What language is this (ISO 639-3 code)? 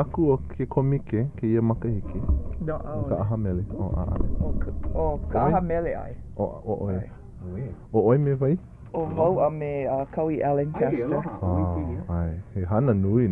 haw